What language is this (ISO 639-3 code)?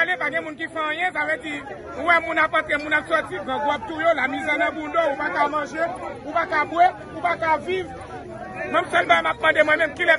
hat